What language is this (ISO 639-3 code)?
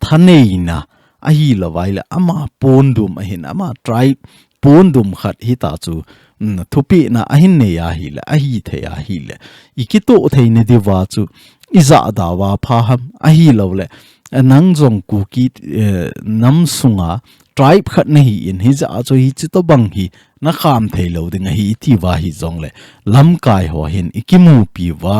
tcz